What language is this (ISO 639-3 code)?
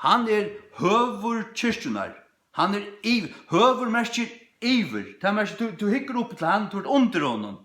fao